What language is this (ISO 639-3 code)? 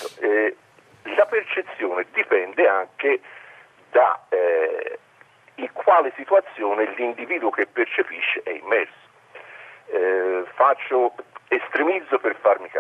ita